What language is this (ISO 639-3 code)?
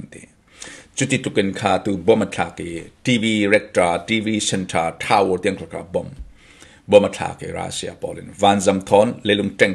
cfm